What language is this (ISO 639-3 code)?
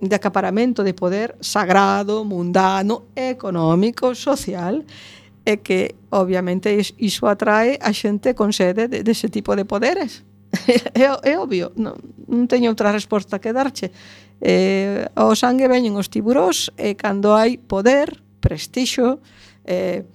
glg